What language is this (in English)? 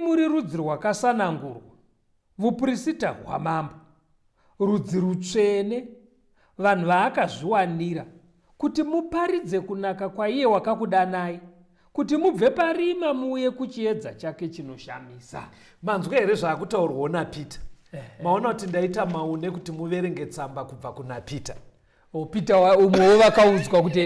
Shona